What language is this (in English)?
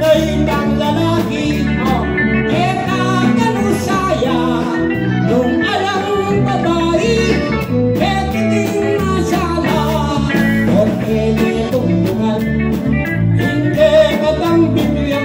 Pampanga